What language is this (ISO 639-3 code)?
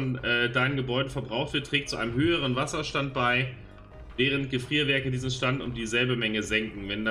deu